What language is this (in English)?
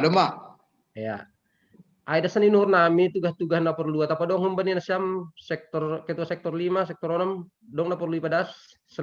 Batak Simalungun